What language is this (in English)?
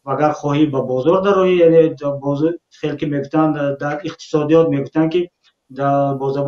Tajik